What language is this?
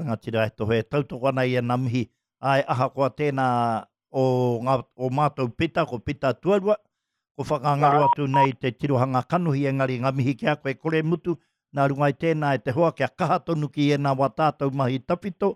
Māori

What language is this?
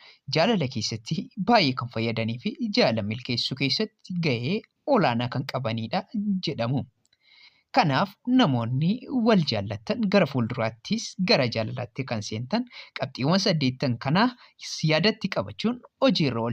Oromo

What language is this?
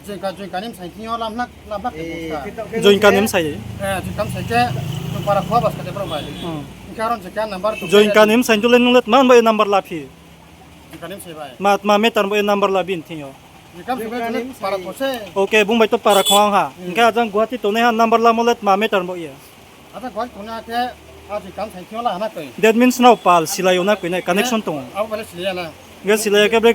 Riang (India)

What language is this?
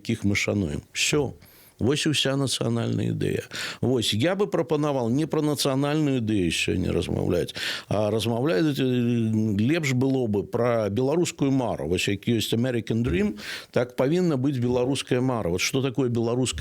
Belarusian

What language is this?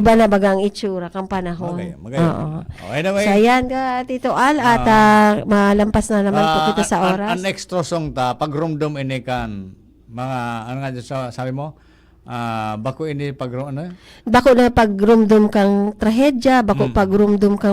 Bikol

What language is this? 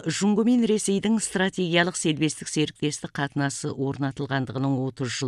Kazakh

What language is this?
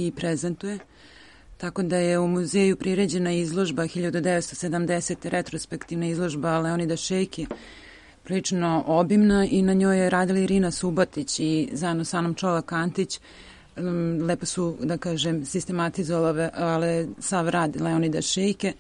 Serbian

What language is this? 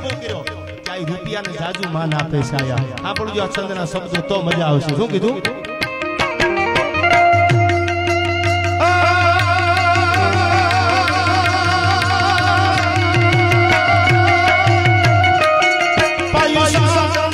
Gujarati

